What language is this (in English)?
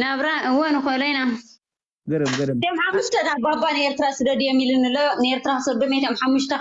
Tigrinya